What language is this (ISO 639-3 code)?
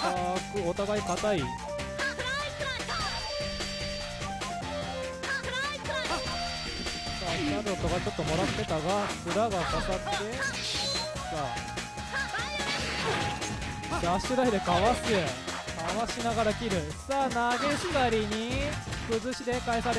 jpn